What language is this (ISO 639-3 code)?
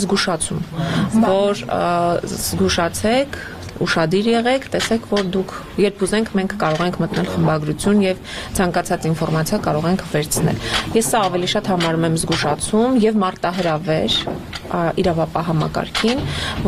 hye